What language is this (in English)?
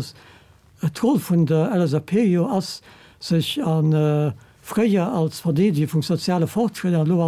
Luxembourgish